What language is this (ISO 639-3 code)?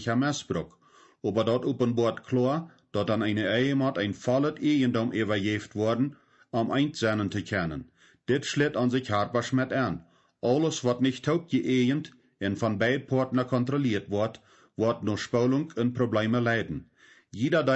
pdt